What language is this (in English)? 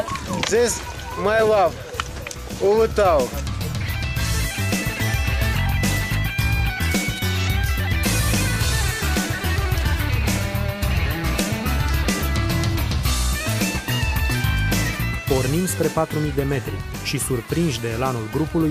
Romanian